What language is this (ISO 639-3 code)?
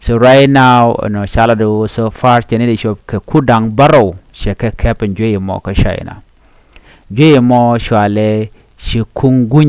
nus